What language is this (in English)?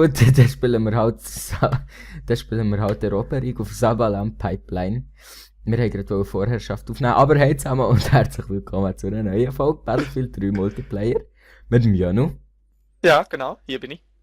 Swiss German